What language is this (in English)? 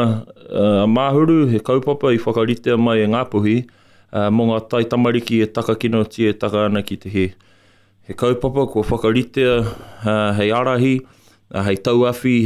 Māori